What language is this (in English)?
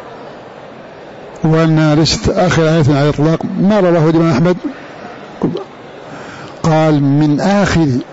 Arabic